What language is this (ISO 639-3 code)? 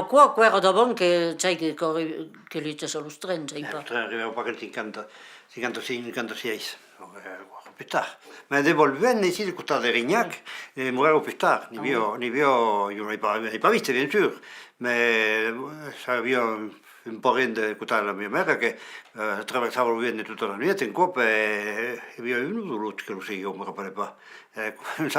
oci